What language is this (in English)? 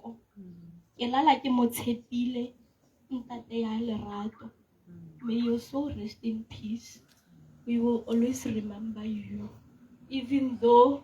Tswana